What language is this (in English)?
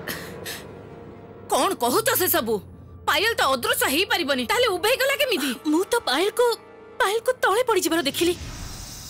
Odia